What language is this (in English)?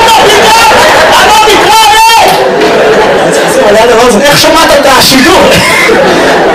Hebrew